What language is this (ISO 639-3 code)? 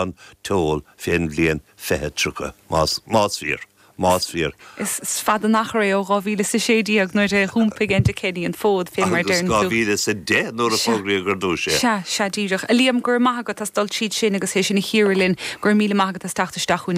gle